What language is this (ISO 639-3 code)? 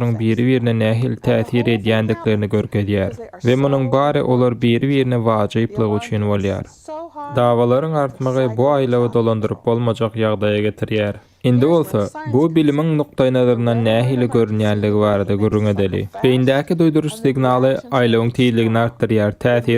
tuk